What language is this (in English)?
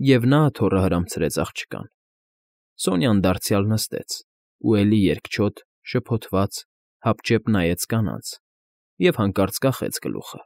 Armenian